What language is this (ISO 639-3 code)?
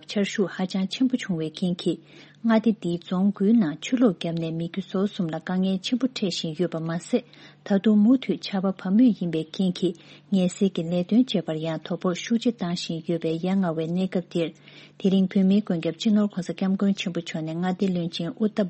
bod